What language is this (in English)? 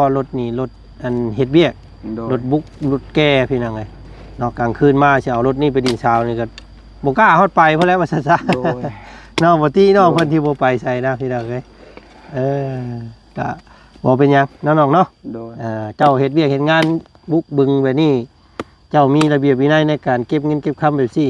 Lao